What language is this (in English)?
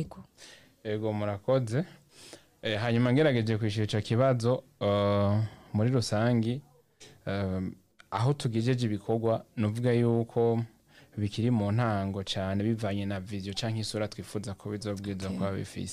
Rundi